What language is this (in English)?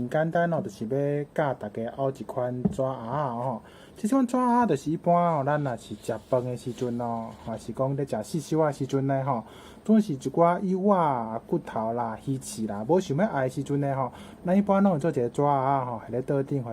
Min Nan Chinese